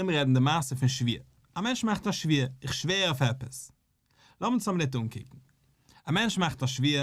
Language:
Yiddish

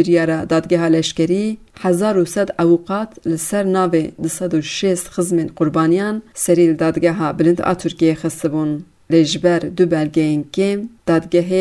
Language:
Kurdish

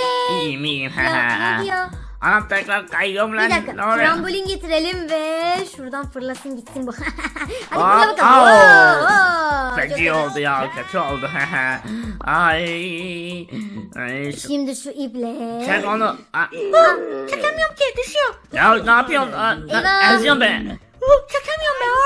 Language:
Turkish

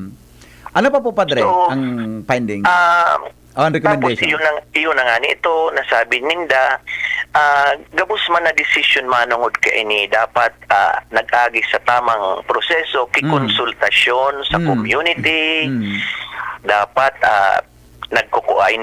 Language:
Bikol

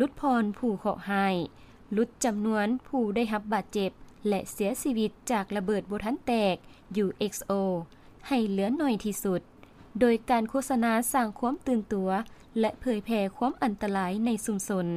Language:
Lao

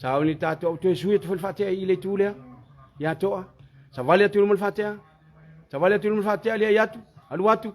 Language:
Samoan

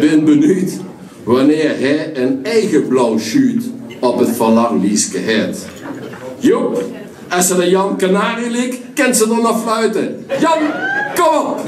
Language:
Limburgish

